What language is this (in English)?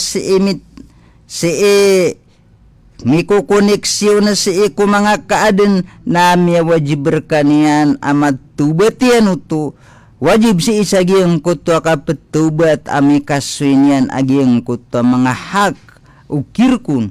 Maranao